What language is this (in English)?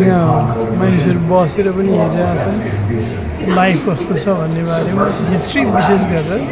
Nepali